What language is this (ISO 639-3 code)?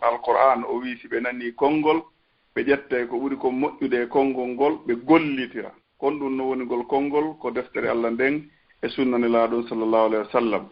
ful